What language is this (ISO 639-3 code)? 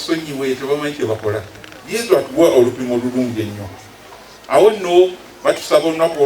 lug